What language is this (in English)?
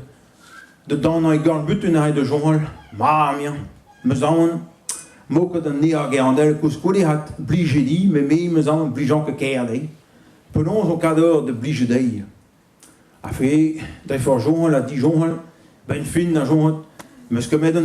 Breton